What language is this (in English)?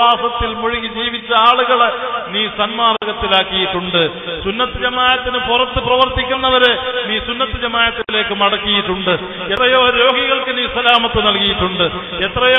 Malayalam